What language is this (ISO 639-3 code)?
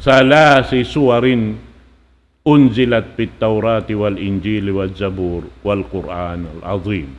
tsg